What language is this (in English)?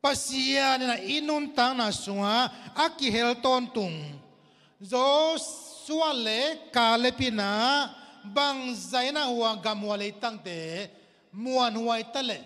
Tedim Chin